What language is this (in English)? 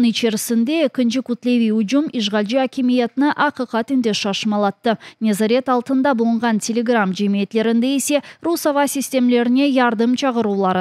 Crimean Tatar